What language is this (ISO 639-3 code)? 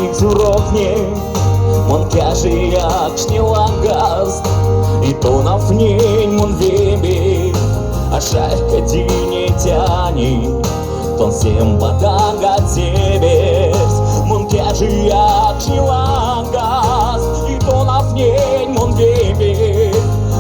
mdf